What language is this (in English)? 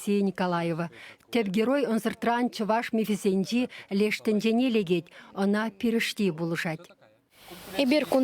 Chuvash